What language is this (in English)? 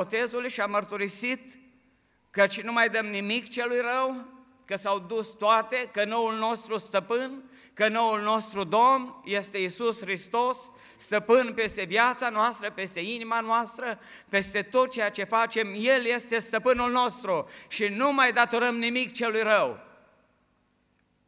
Romanian